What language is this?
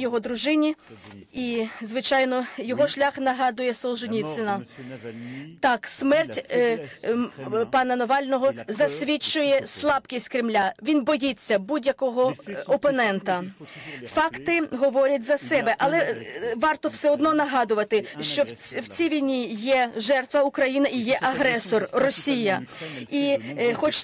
Ukrainian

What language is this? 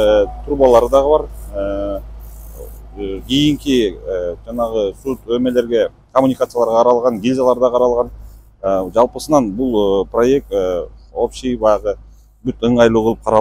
Kyrgyz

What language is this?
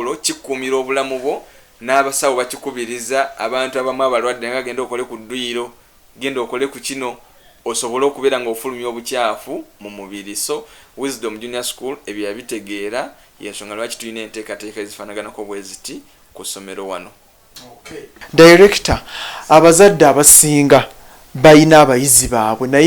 Ganda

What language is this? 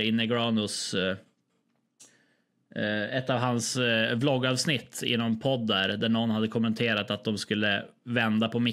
Swedish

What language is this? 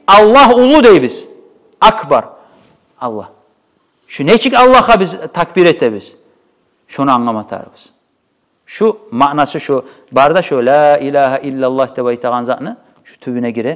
Kumyk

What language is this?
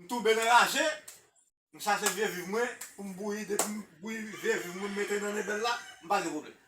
Haitian Creole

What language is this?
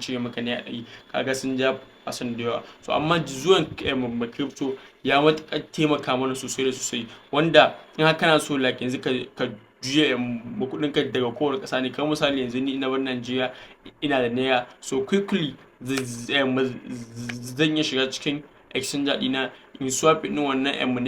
Hausa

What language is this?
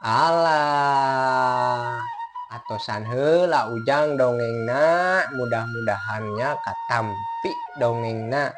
Sundanese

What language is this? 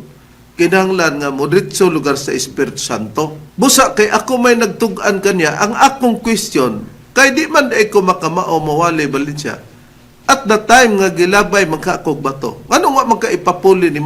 Cebuano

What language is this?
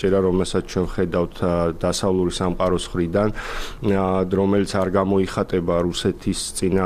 Georgian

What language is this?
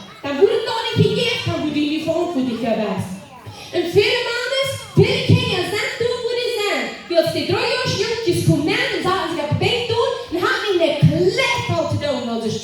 Plautdietsch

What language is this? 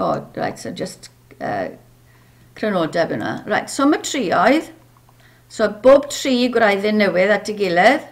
Welsh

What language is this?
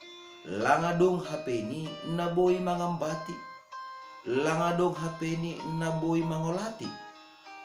Batak Simalungun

